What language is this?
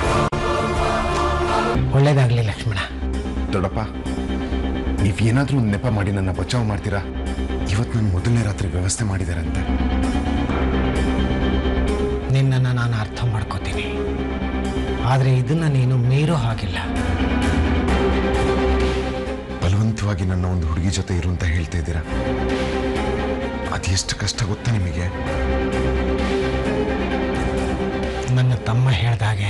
Kannada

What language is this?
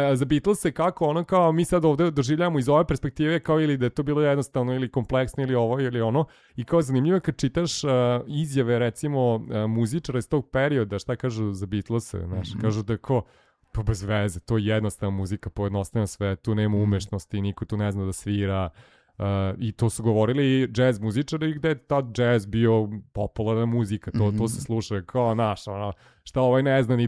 Serbian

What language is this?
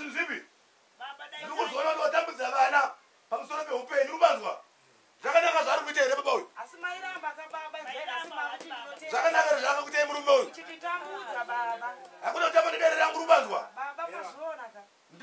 Shona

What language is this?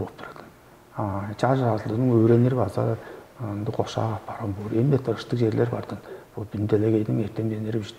Tuvinian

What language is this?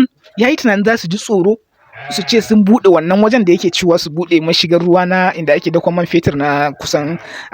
Hausa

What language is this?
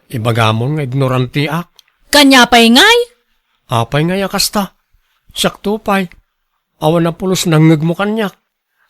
Iloko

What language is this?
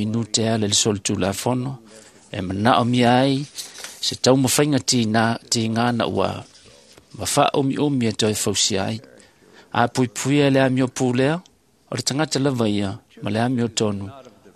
Samoan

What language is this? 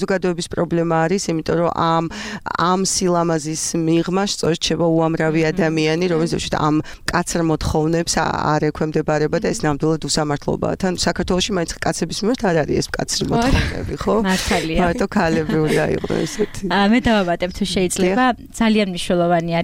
Georgian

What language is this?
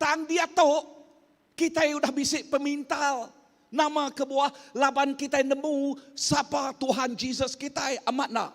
Iban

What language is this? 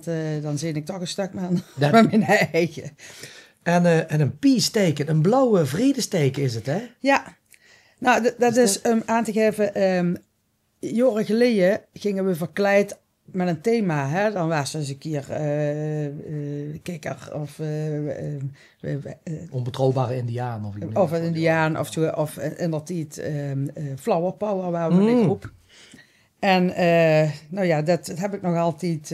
Limburgish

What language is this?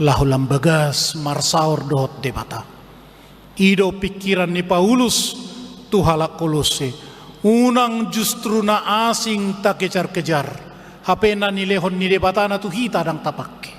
Batak Toba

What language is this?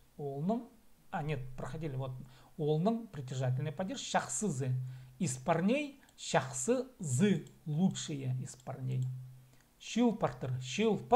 Khakas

